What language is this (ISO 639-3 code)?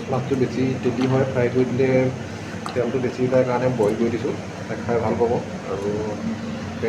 asm